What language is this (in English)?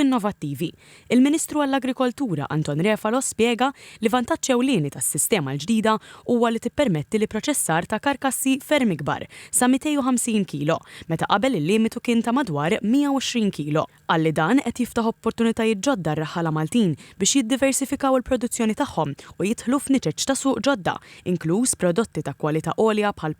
Maltese